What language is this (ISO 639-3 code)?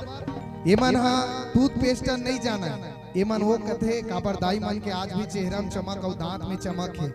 hne